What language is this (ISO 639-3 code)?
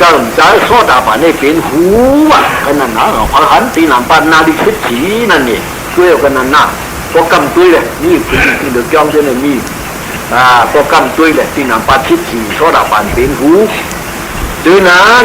shn